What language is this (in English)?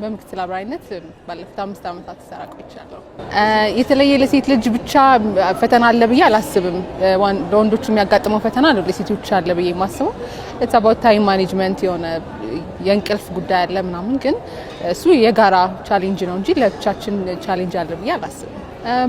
Amharic